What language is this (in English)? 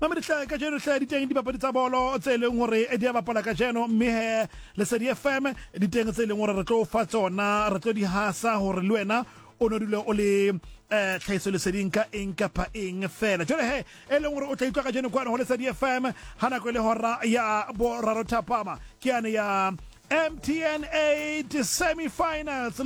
Southern Sotho